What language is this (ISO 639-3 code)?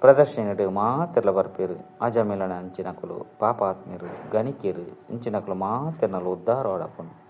tcy